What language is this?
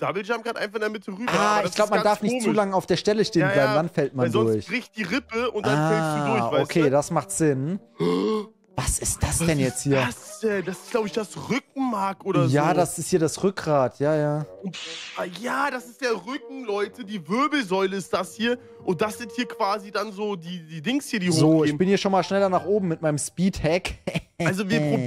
German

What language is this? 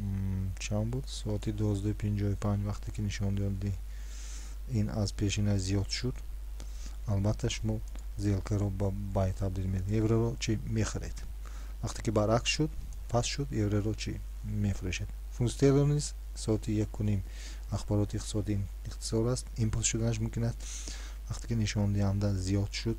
Tajik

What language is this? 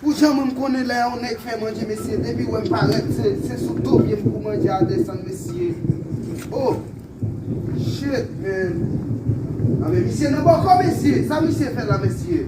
Haitian Creole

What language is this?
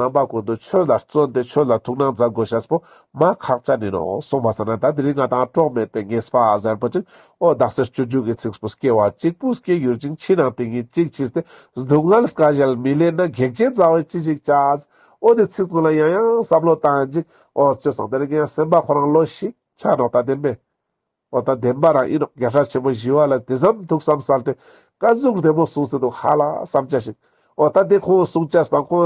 Ladakhi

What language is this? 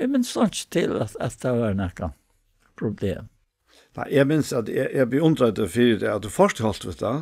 Faroese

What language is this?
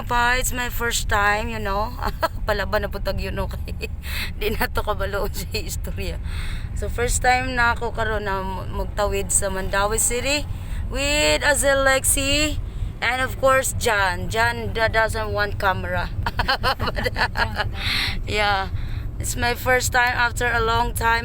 Cebuano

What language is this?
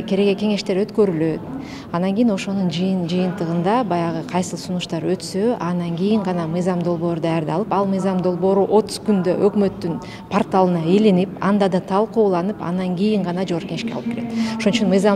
Kyrgyz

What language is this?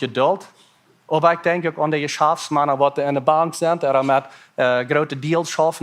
Plautdietsch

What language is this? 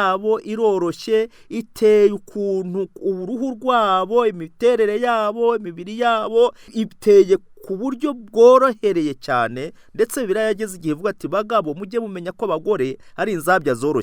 Kinyarwanda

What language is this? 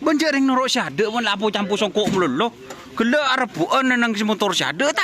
Madurese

